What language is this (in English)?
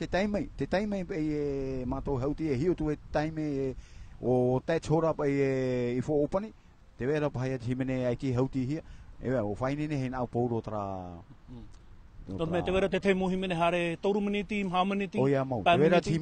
Tahitian